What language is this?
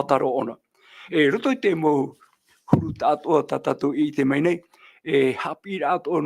Tahitian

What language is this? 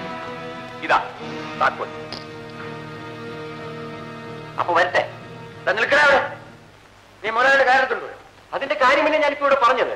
Malayalam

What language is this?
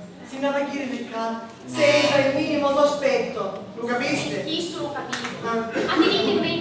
Sicilian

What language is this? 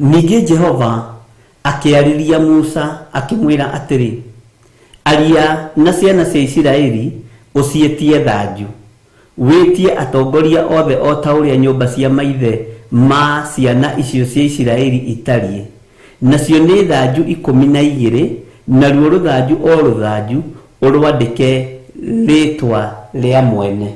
Kikuyu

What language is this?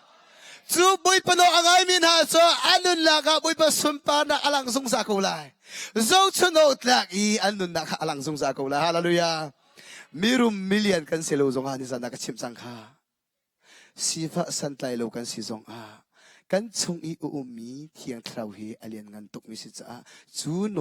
Hakha Chin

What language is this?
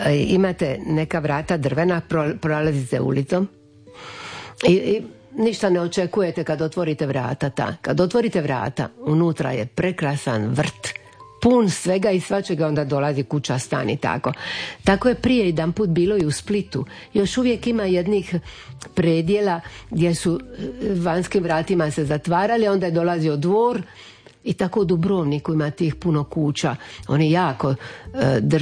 Croatian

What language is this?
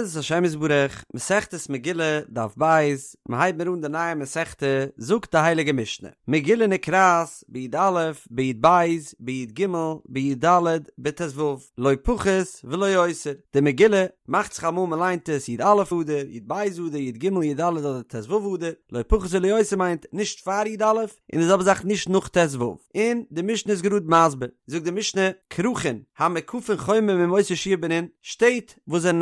Yiddish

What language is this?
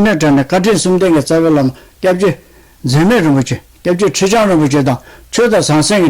Tibetan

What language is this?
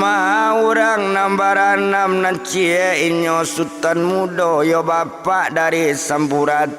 Minangkabau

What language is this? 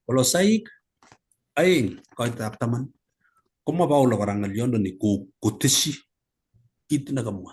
Kalenjin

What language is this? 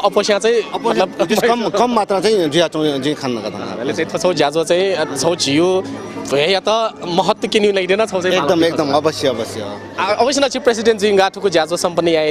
Newari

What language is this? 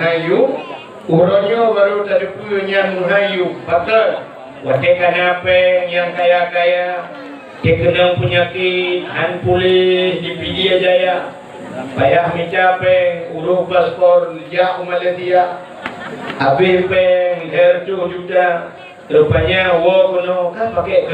Achinese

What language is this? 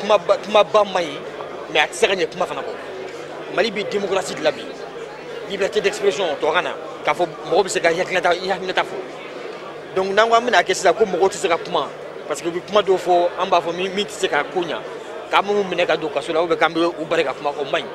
Bambara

